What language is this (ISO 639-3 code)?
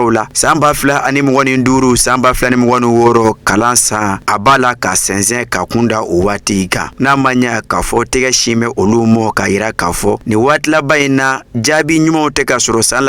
bam